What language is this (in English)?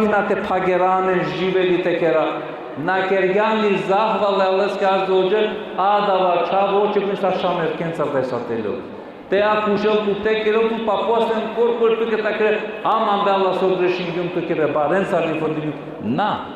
Balkan Romani